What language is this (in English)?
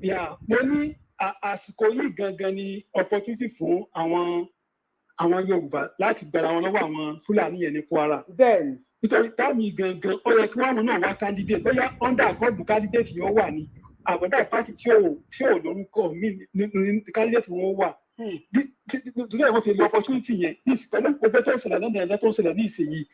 Yoruba